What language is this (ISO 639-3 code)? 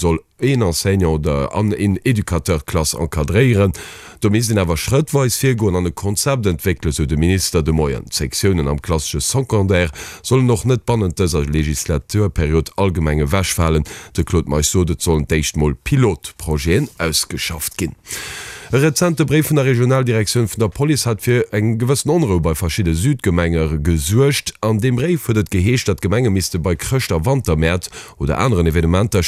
ltz